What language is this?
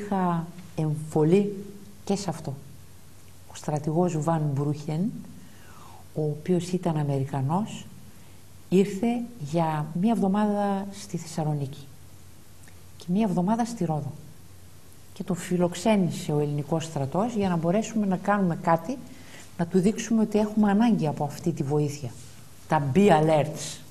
Greek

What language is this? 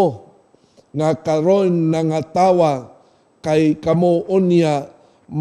Cebuano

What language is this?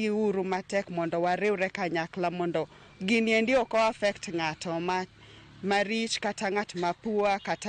Luo (Kenya and Tanzania)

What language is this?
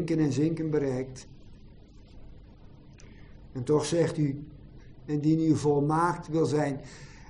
Dutch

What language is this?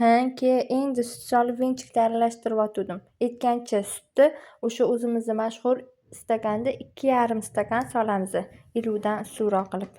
Uzbek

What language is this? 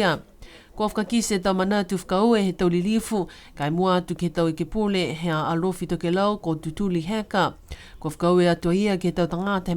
Niuean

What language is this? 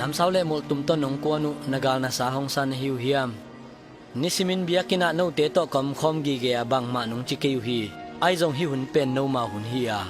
Tedim Chin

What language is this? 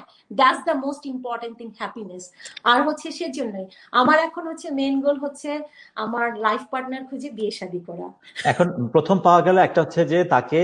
Bangla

